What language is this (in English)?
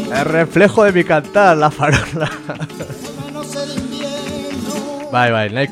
Basque